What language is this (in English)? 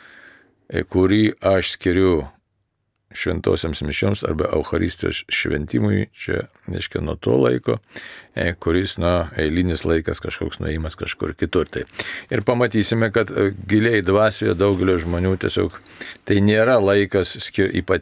Lithuanian